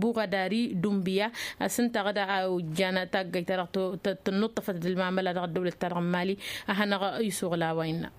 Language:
Tamasheq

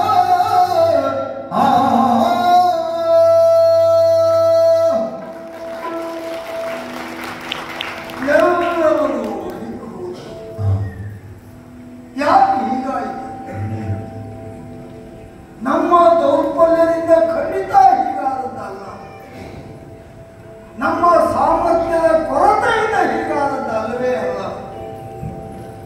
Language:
Kannada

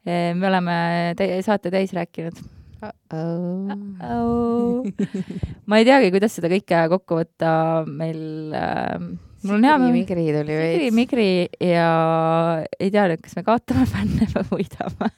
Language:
Estonian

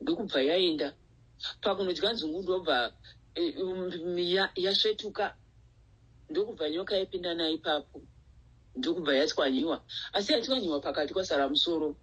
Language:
Shona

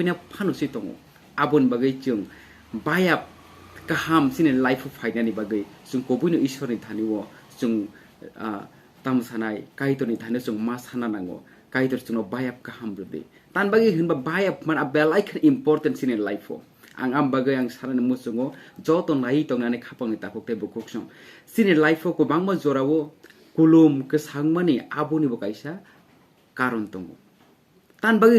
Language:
Kok Borok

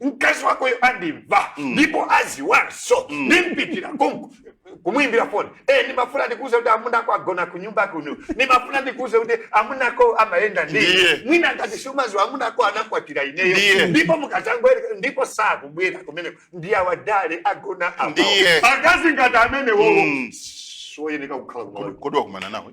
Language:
Nyanja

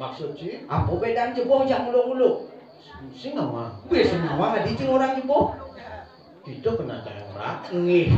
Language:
Balinese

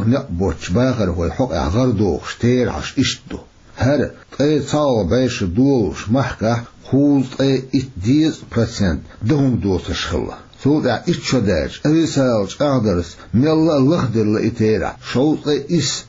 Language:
Chechen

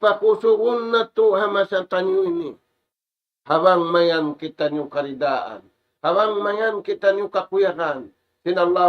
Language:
Tausug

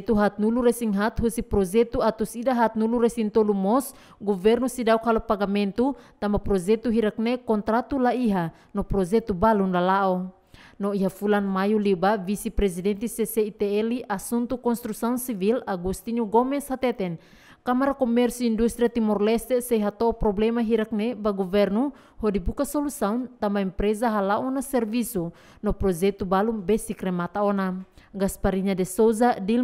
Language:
Tetum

